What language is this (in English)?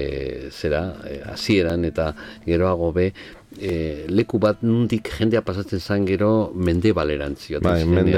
Basque